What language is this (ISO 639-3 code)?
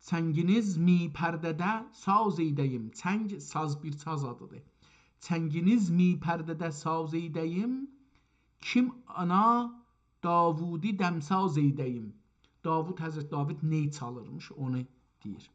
azb